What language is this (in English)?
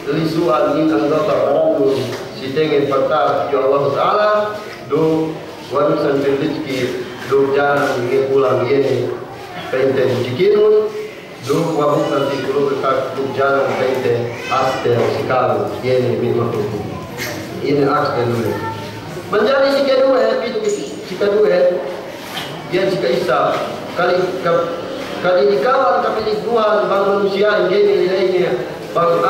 Yakan